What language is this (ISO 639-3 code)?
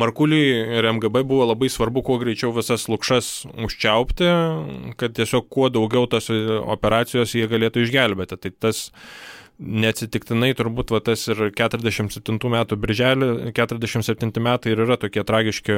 lit